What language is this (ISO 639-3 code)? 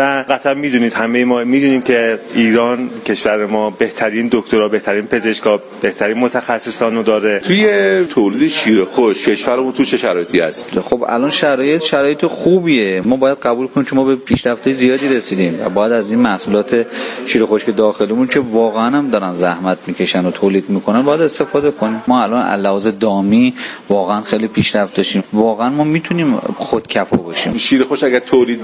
fas